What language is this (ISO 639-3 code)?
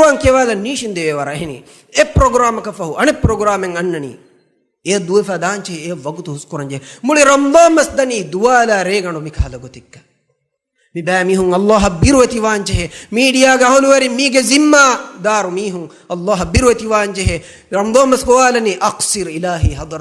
div